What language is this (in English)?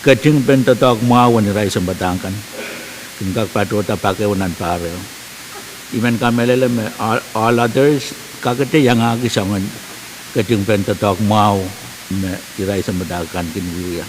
Pohnpeian